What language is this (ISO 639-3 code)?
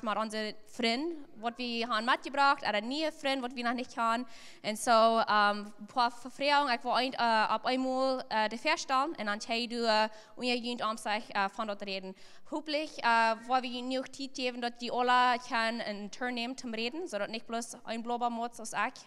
pdt